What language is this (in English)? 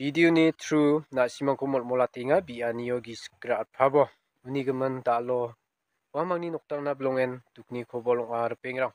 Garo